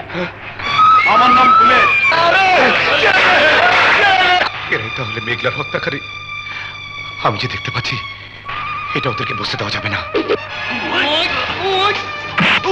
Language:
Bangla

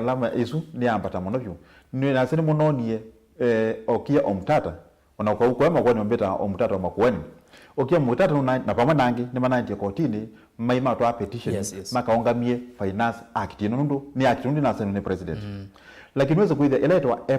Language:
Kamba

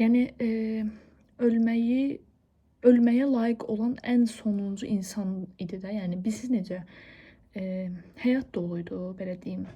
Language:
Azerbaijani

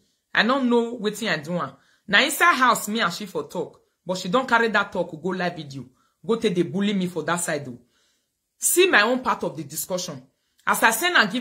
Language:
Nigerian Pidgin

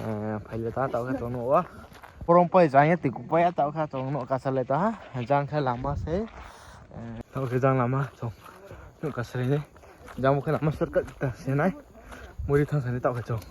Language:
Riang (India)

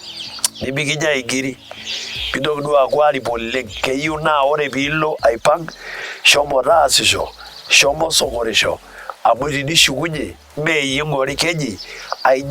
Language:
Masai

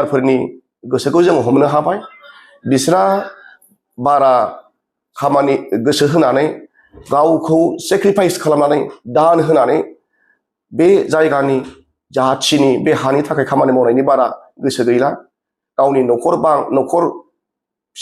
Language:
Bodo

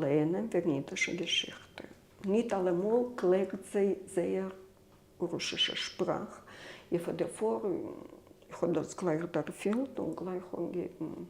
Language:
Yiddish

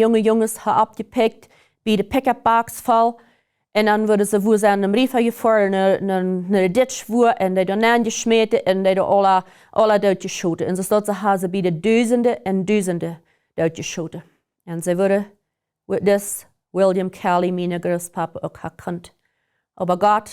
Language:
Plautdietsch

